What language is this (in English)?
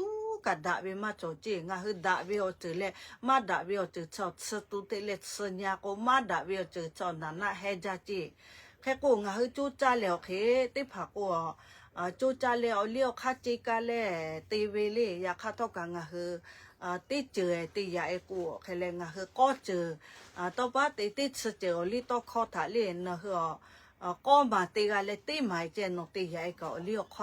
Lahu